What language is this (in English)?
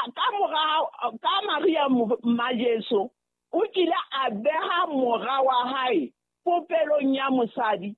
Southern Sotho